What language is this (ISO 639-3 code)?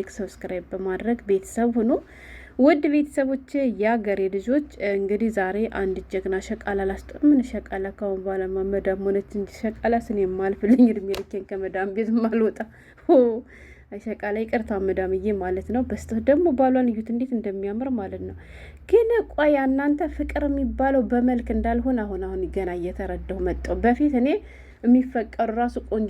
amh